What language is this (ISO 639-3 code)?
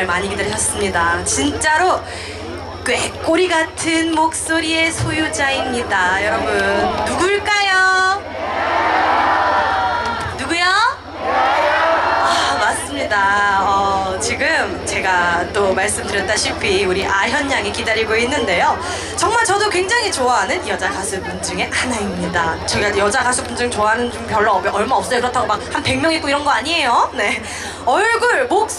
kor